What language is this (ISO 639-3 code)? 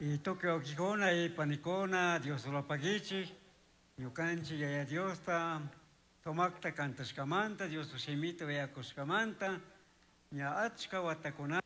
qug